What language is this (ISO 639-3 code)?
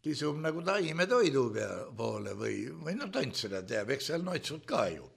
est